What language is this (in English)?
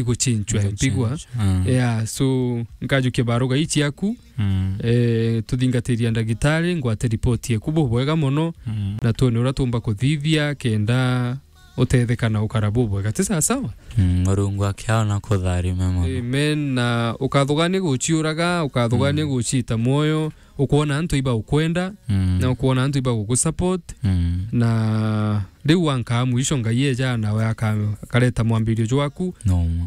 Meru